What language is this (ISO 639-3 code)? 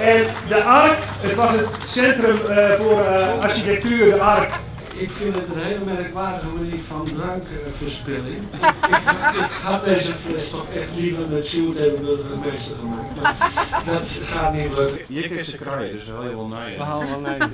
fry